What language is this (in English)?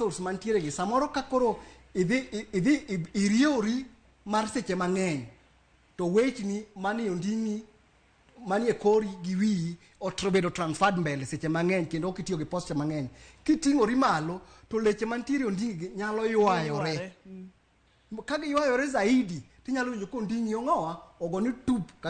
Luo (Kenya and Tanzania)